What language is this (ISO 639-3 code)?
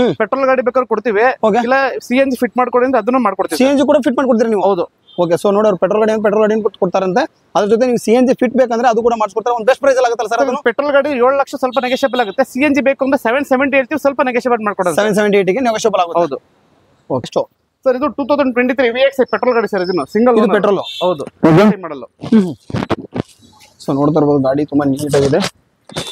kan